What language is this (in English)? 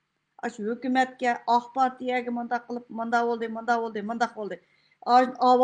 Uyghur